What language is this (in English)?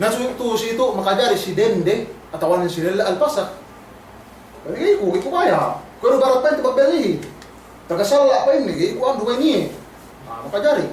Yakan